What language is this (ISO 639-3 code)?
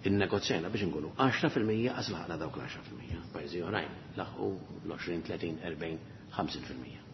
mlt